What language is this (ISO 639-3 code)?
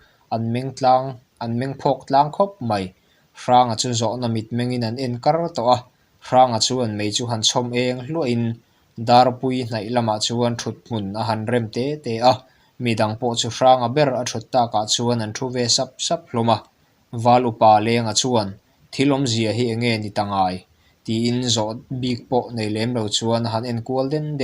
lus